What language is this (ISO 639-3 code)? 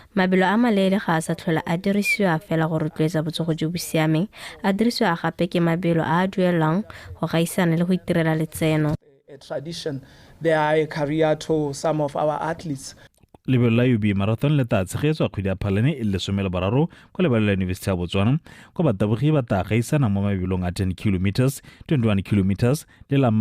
tsn